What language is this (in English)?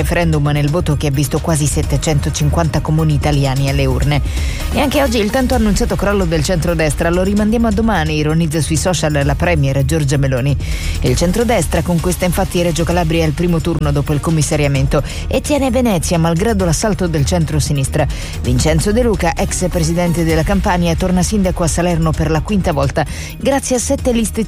Italian